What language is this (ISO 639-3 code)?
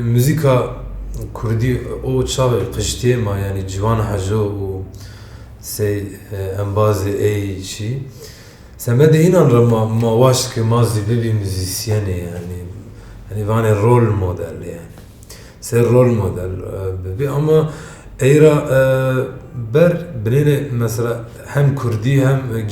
zza